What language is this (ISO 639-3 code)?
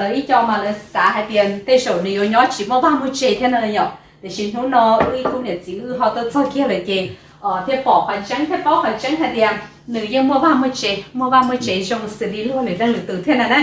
hmn